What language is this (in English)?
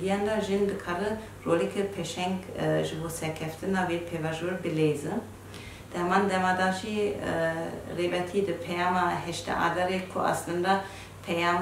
Kurdish